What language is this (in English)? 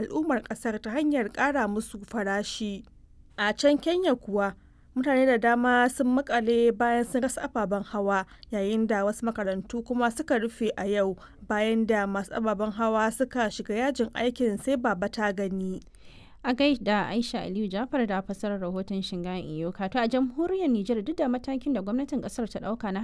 Hausa